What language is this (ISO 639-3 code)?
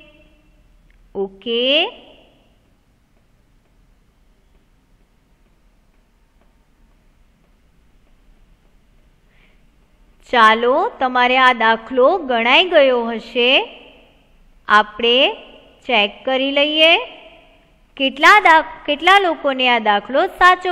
guj